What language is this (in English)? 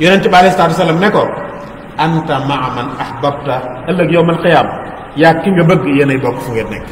Wolof